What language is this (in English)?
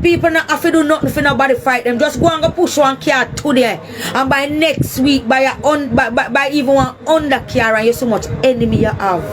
Jamaican Creole English